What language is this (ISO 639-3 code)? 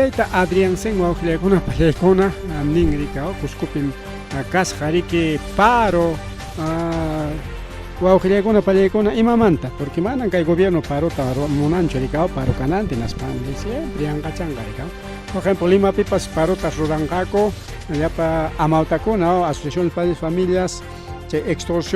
quy